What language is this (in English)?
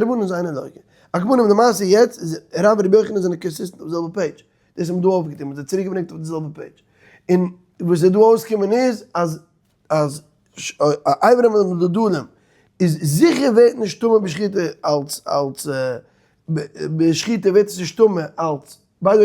Yiddish